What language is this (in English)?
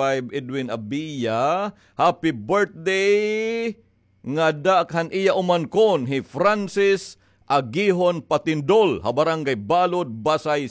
Waray